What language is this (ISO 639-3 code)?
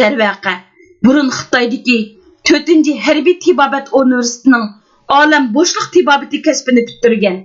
uig